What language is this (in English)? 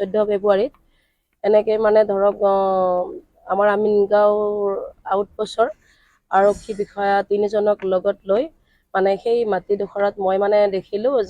Assamese